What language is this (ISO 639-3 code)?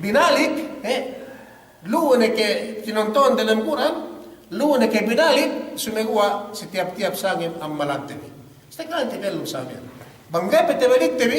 yka